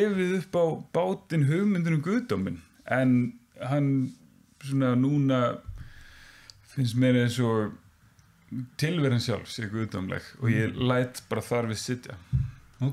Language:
Icelandic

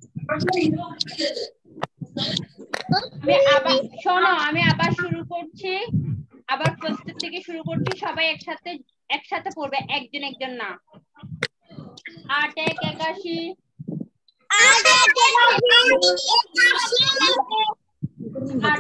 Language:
Bangla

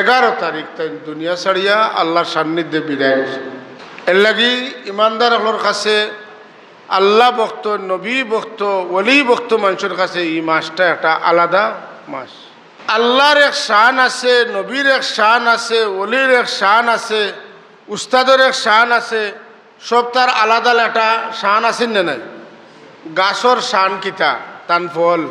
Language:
Sylheti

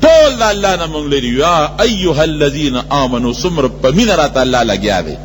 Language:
Pashto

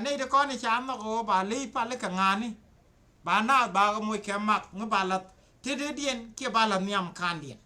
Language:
Nuer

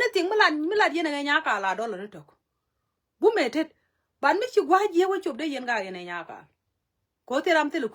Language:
Nuer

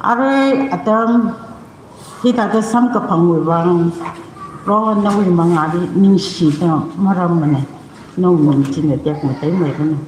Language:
Tangkhul Naga (India)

